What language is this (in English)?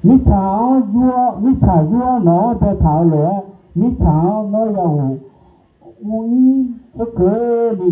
Akha